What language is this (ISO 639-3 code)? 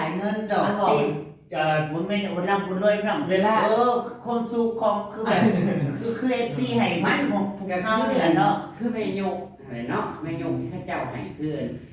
tts